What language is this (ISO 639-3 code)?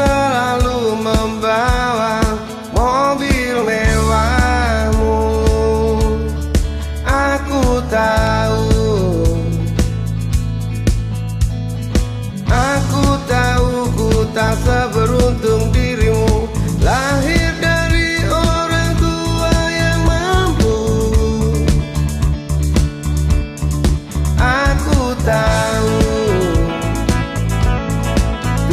ind